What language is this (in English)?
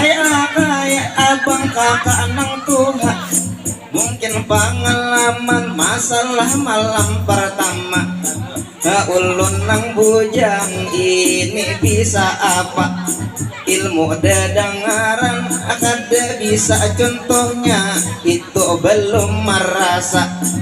Banjar